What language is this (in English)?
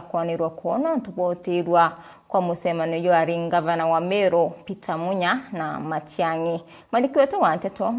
Meru